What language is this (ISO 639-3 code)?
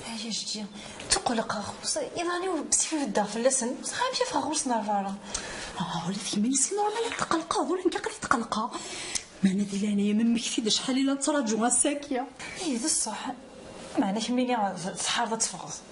kab